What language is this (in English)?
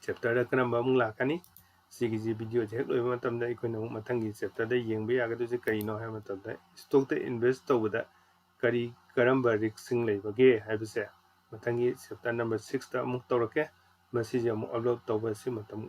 Manipuri